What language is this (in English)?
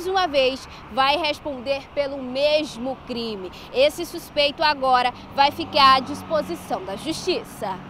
Portuguese